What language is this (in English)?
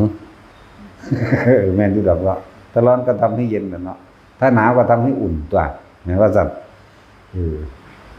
Northeastern Thai